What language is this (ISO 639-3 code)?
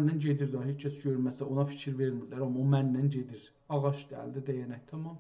azb